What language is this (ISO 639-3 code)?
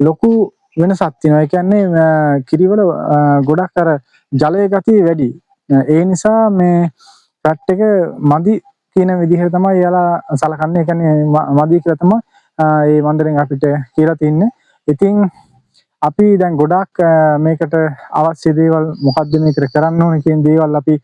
sin